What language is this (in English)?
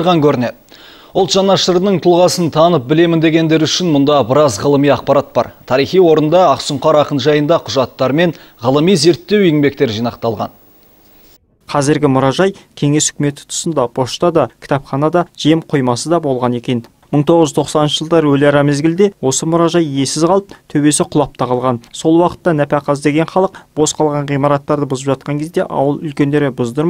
Kazakh